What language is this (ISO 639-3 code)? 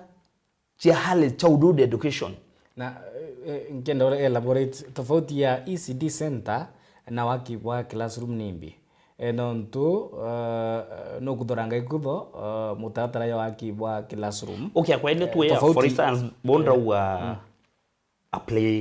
mer